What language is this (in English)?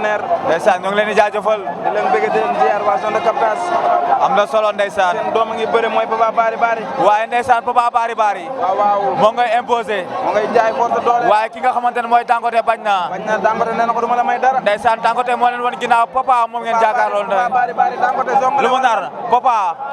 Wolof